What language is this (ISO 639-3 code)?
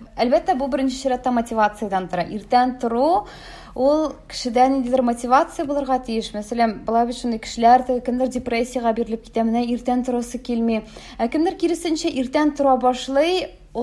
tat